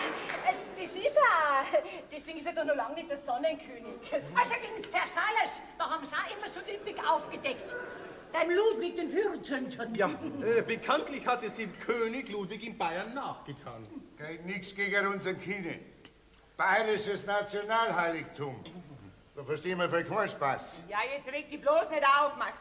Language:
Bavarian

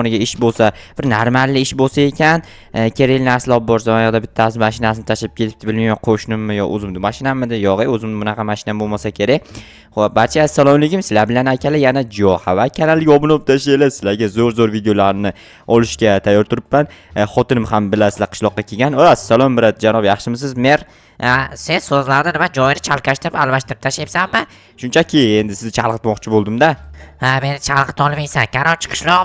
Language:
Uzbek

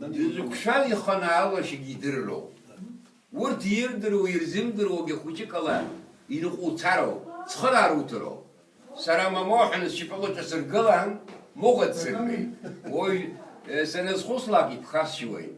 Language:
Abkhazian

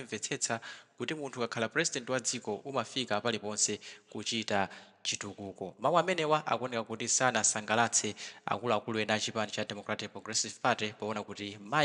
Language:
Nyanja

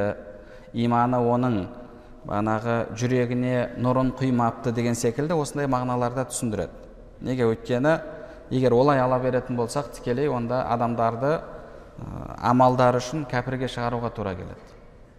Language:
Kazakh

